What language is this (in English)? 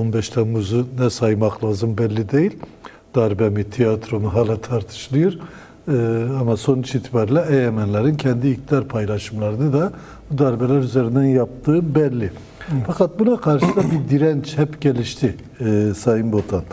Turkish